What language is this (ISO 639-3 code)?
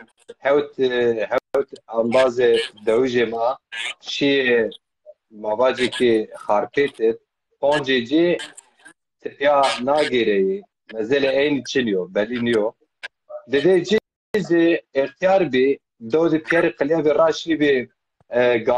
zza